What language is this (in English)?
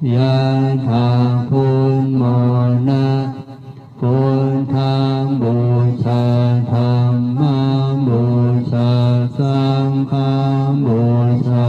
Pali